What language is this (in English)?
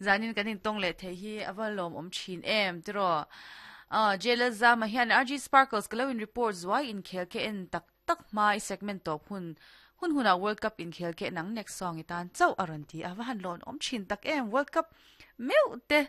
Mizo